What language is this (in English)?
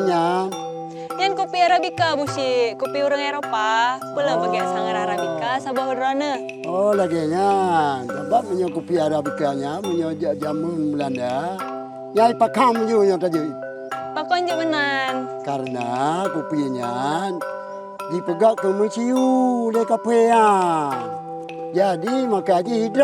Achinese